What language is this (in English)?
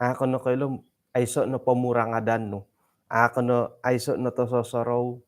Central Dusun